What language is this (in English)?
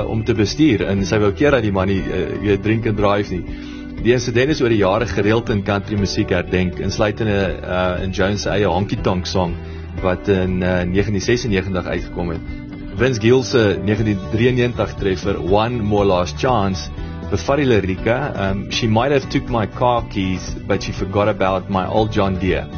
Afrikaans